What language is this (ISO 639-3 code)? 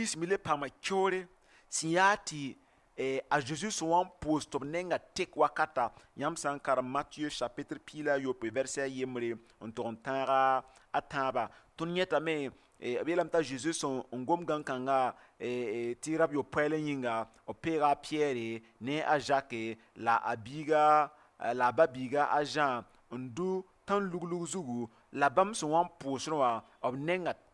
mos